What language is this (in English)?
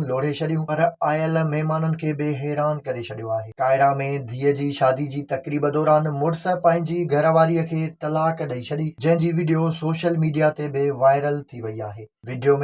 Sindhi